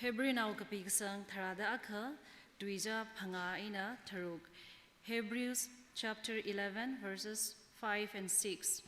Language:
Tangkhul Naga (India)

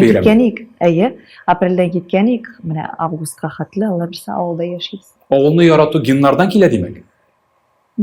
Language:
Tatar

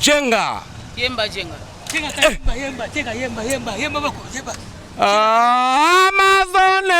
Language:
Lingala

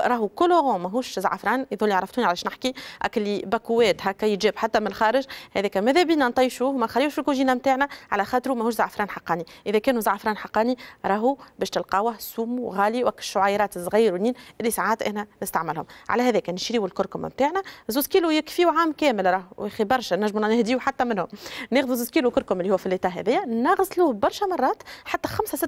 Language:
Tunisian Arabic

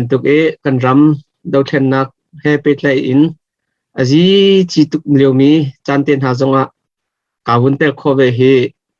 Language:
Hakha Chin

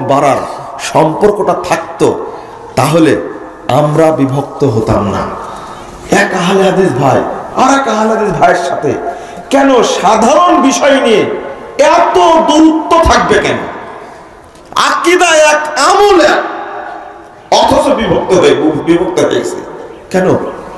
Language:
Bangla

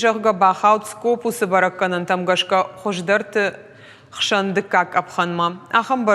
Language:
Ossetic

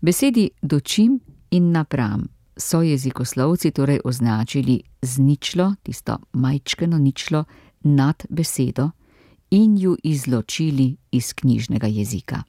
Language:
Slovenian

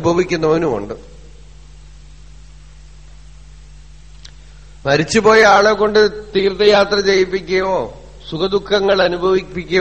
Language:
Malayalam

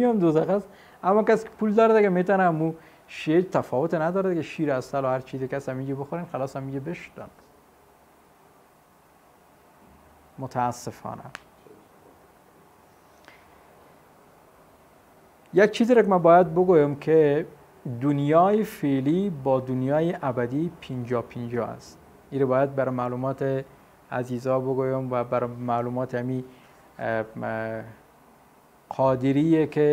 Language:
Persian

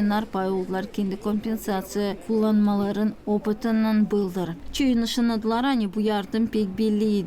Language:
Gagauz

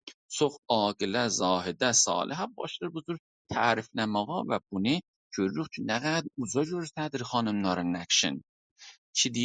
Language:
South Azerbaijani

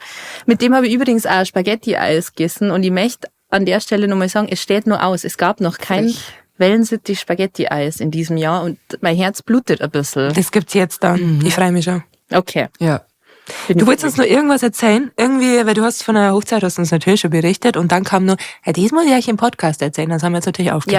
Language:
Bavarian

